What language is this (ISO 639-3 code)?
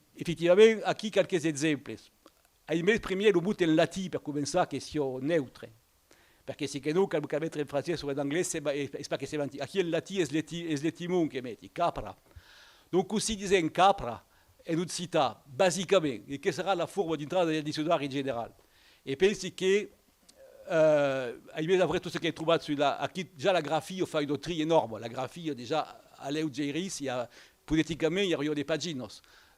oci